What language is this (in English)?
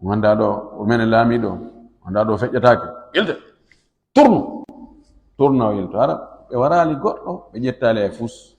Fula